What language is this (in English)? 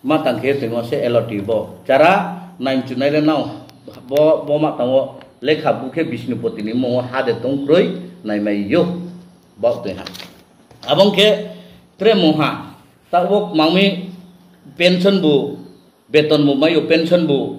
Riang (India)